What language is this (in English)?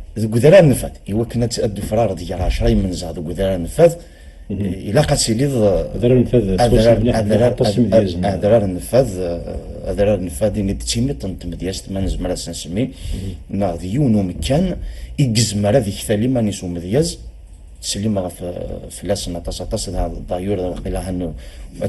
Kabyle